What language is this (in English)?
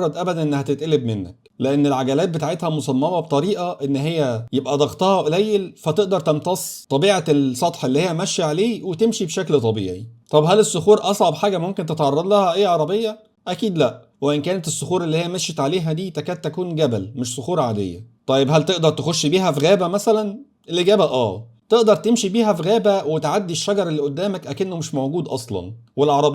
Egyptian Arabic